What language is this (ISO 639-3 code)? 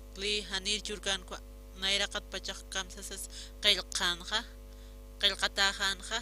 aym